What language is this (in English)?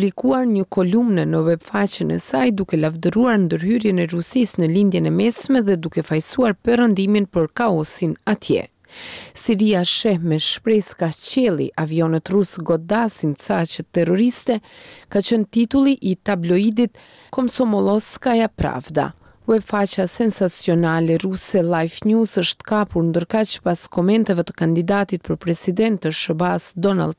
Albanian